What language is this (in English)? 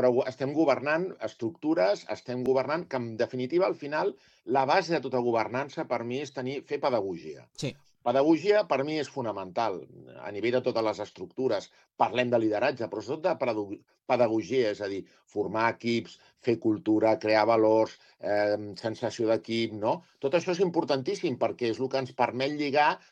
Catalan